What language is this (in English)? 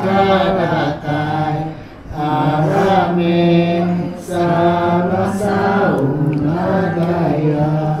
Iban